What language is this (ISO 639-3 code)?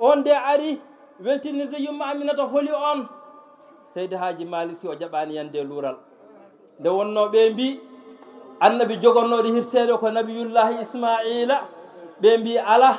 ful